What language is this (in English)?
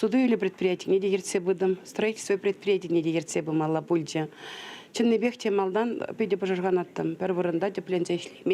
Chuvash